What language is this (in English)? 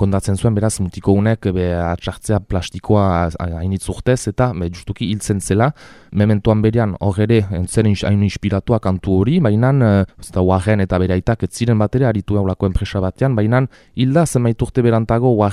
Basque